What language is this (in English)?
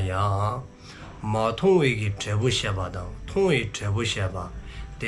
Dzongkha